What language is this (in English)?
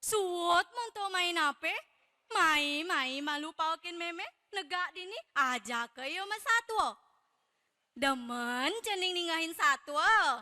Balinese